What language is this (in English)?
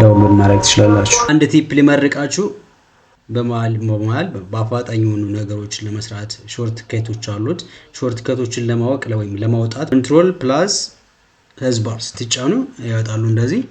Amharic